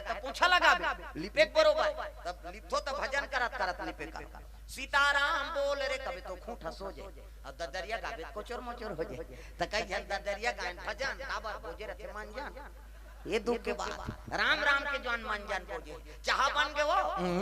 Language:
Chhattisgarhi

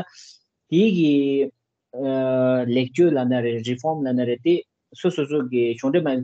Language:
Tibetan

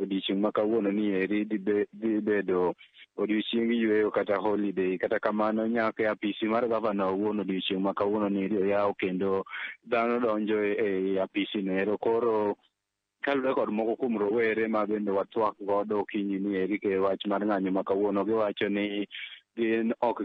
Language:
Luo (Kenya and Tanzania)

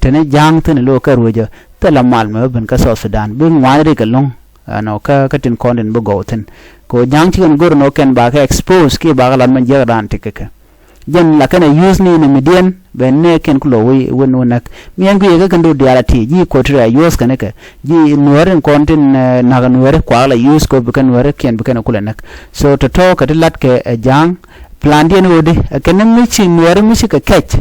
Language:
Nuer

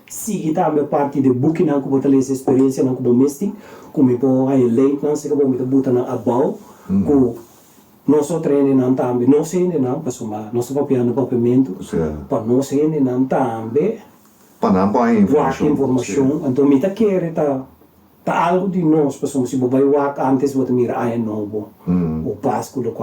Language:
Papiamento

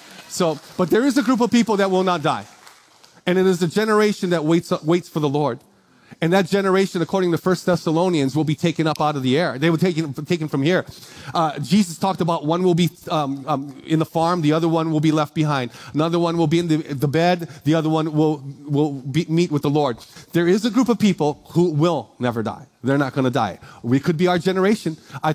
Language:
English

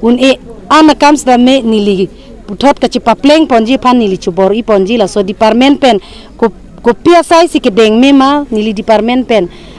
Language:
Karbi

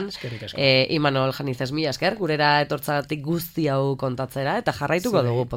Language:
Basque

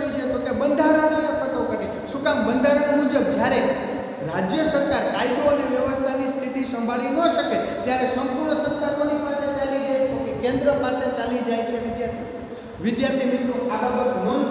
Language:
Gujarati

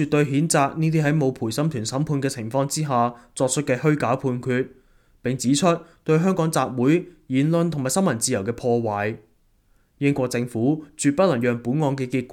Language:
Cantonese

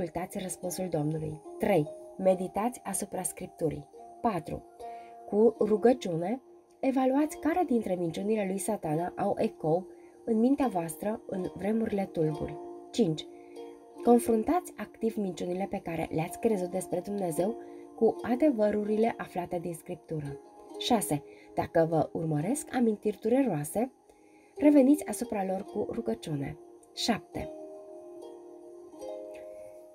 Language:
Romanian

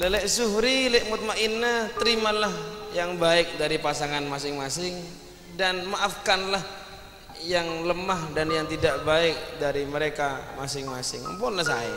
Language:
Madurese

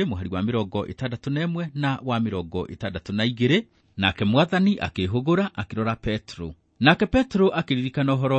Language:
Kikuyu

